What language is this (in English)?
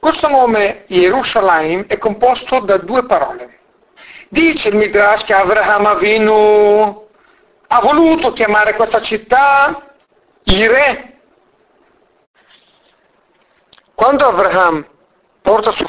Italian